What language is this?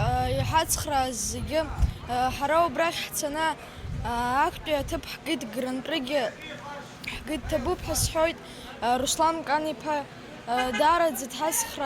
Abkhazian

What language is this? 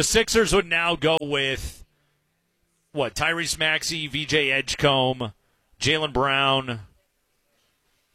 English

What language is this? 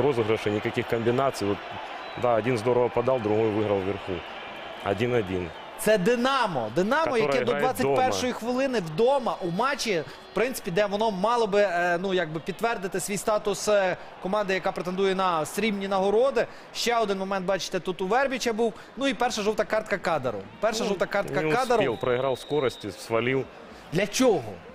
Ukrainian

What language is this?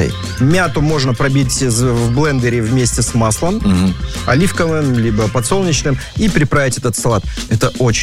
Russian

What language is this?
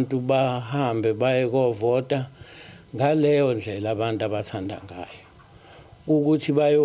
Zulu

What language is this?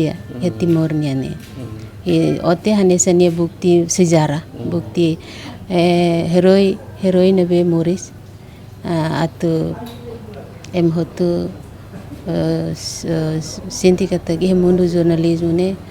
Tetum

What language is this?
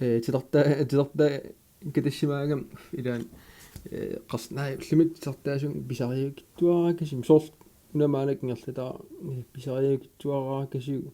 Kalaallisut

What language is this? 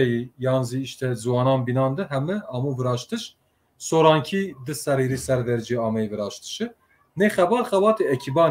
Zaza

